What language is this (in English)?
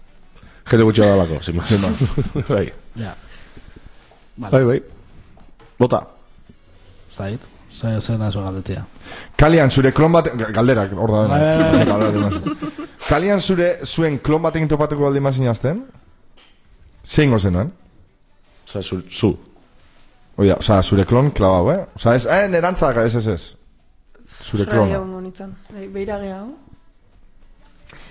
Basque